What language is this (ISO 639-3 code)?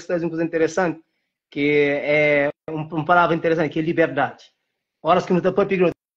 kea